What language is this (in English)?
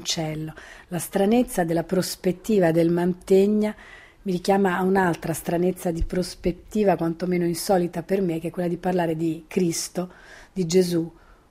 Italian